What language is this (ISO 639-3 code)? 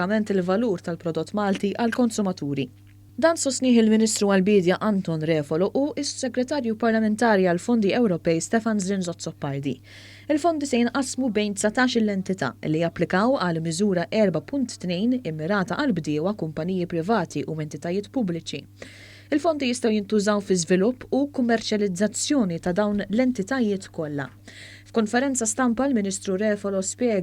mlt